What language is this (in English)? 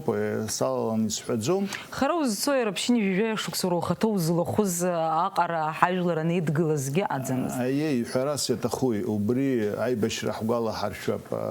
Abkhazian